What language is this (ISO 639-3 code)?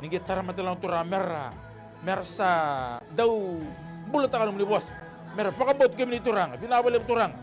fij